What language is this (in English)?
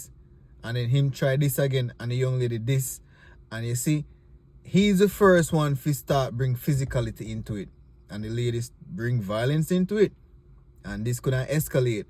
Jamaican Creole English